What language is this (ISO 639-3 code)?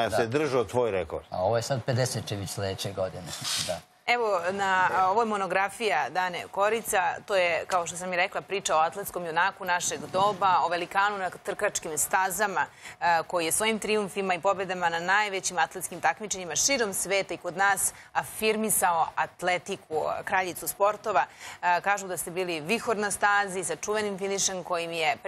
srp